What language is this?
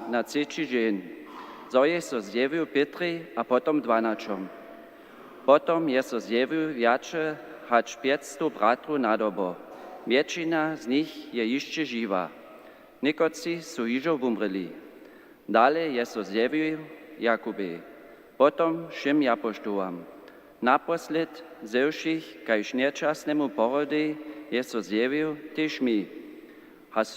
Upper Sorbian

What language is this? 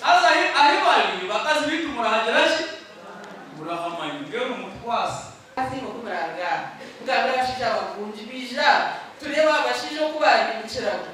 Nyankole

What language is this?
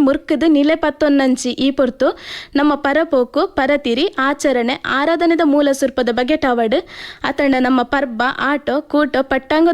Tulu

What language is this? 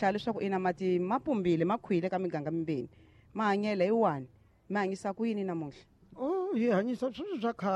Tsonga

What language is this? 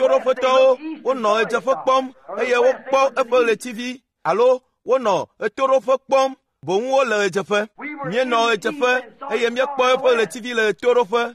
Ewe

